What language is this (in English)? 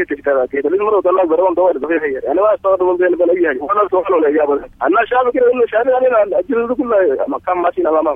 Sudanese Arabic